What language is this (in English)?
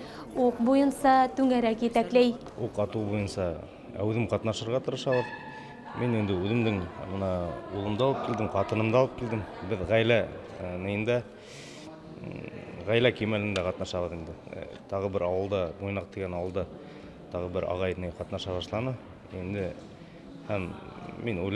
Bashkir